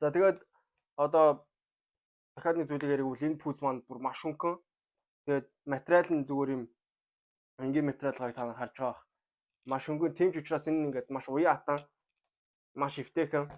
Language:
Mongolian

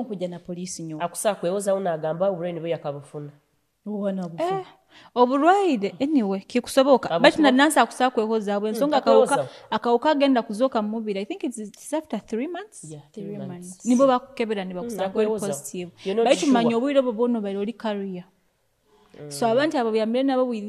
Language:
Nyoro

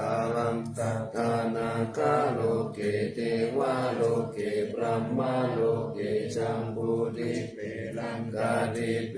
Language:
Pali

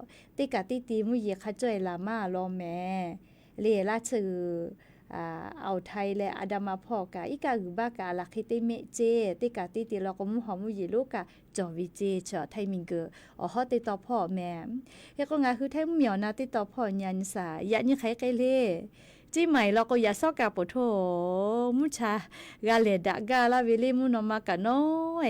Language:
Lahu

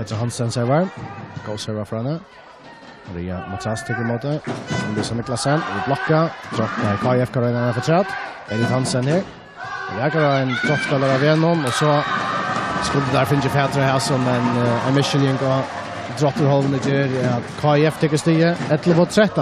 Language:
Faroese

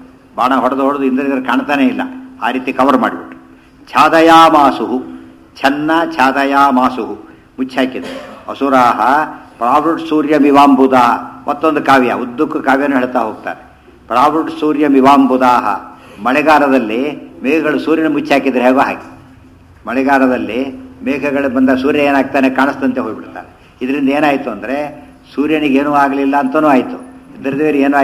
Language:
Kannada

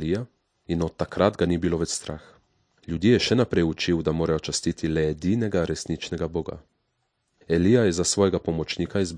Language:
Slovenian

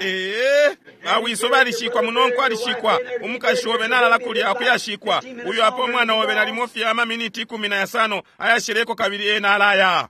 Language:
Bemba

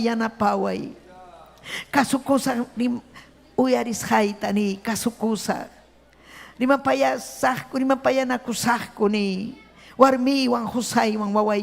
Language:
Ayacucho Quechua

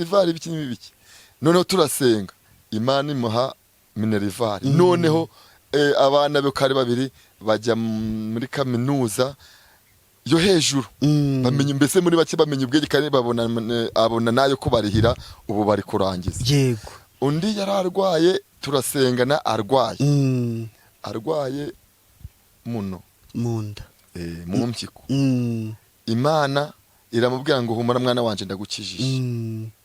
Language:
Kinyarwanda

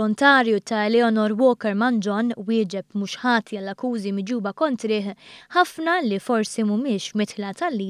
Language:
Maltese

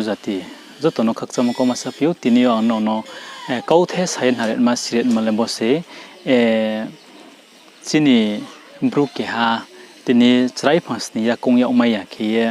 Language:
Riang (India)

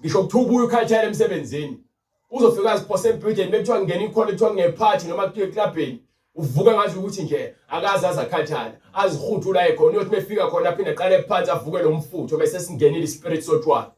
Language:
Zulu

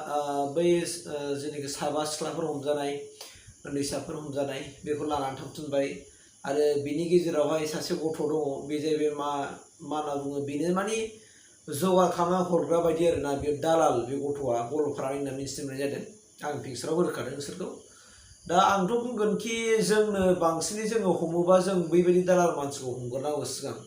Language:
Bodo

